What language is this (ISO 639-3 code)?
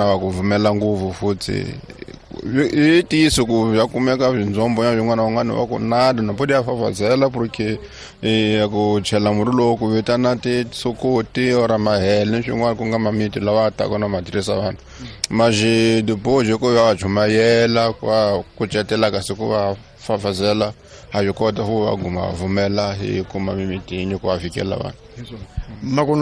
tso